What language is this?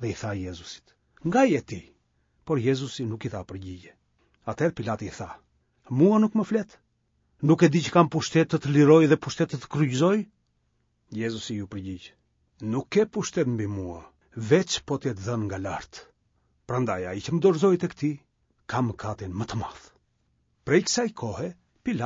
Albanian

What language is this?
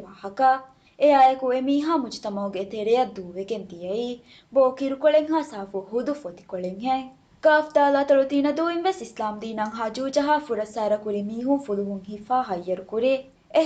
Divehi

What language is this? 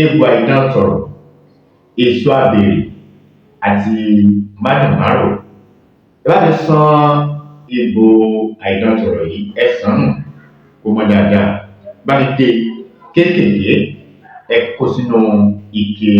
Yoruba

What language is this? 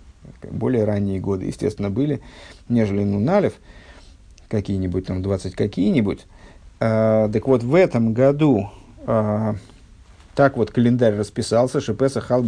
Russian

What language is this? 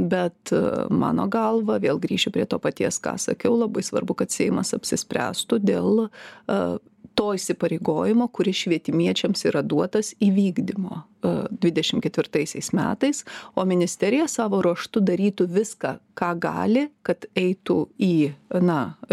Lithuanian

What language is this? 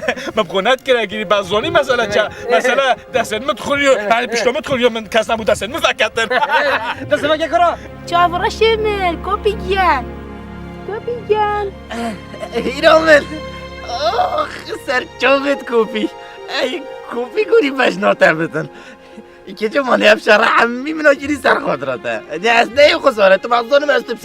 Kurdish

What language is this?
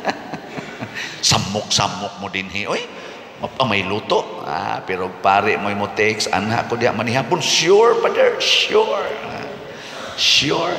Cebuano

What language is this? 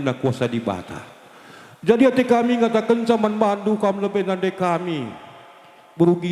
Batak Karo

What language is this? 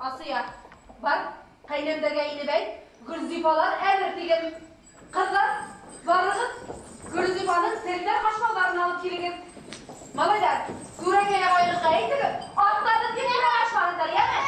Bashkir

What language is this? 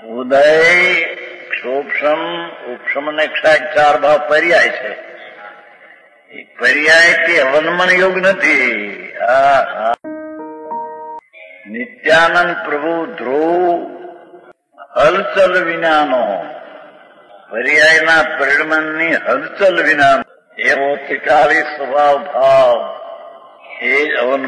Gujarati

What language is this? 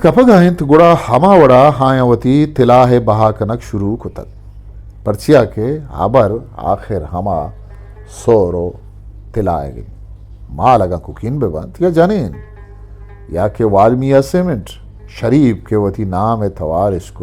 Eastern Balochi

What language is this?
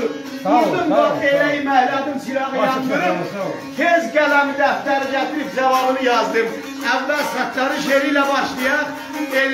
South Azerbaijani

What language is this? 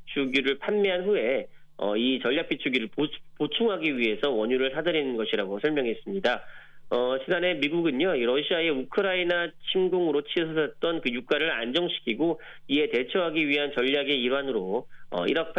Korean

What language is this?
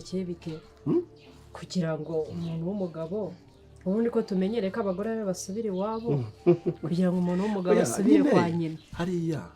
Kinyarwanda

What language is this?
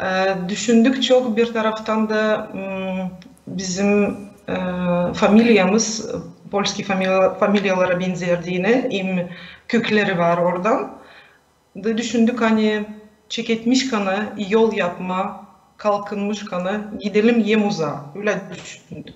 Gagauz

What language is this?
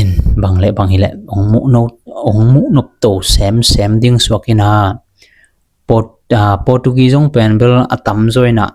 Tedim Chin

